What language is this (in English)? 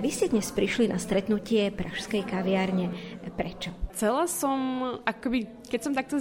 Slovak